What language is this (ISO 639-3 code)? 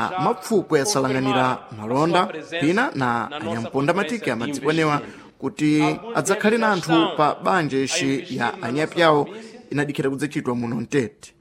seh